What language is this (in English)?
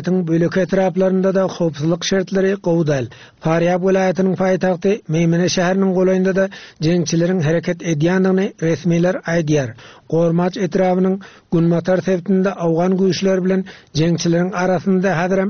Turkmen